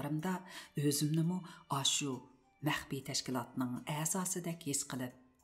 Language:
Uyghur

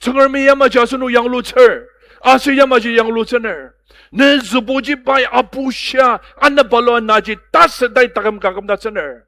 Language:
Ao Naga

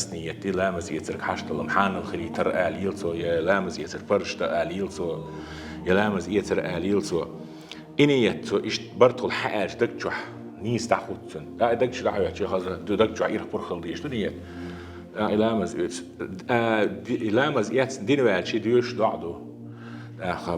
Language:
Chechen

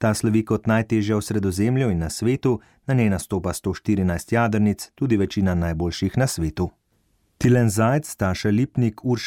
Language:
Slovenian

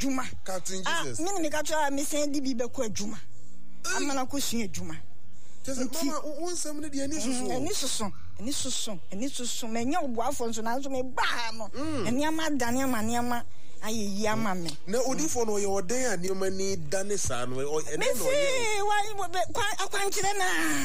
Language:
Akan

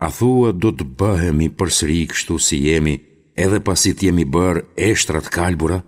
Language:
Albanian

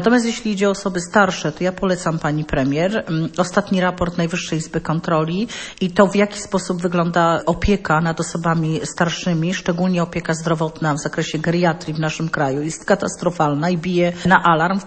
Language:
Polish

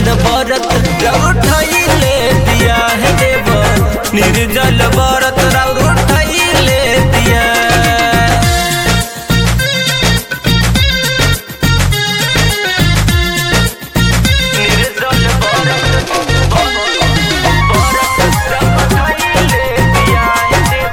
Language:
Bhojpuri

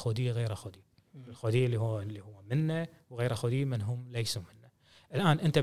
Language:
Gulf Arabic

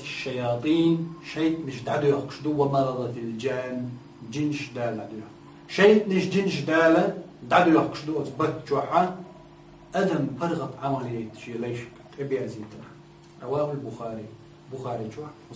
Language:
Chechen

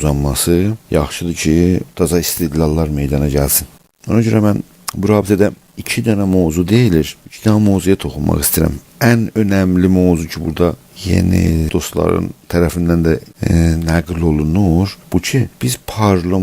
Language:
South Azerbaijani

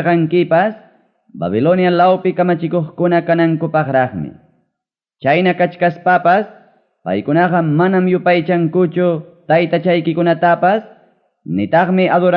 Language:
Ayacucho Quechua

